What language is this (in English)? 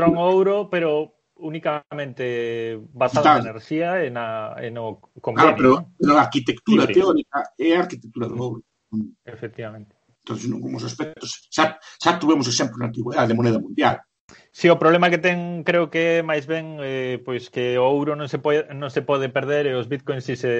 Galician